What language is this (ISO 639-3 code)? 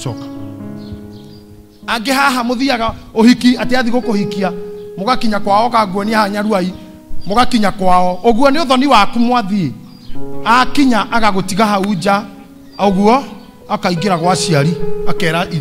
kik